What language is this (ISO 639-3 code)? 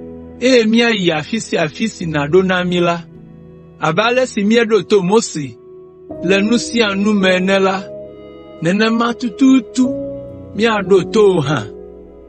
ewe